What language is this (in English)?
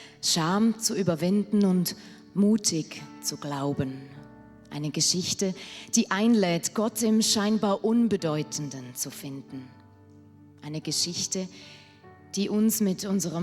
Swiss German